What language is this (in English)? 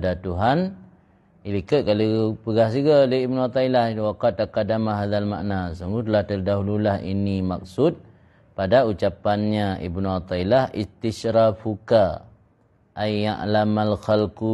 Achinese